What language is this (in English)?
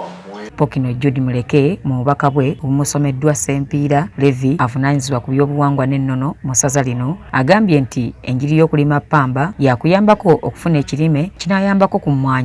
Ganda